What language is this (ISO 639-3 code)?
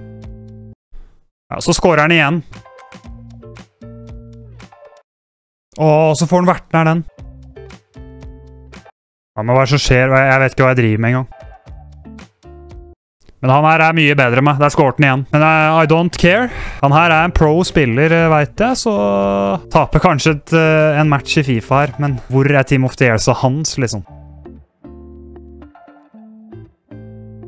nor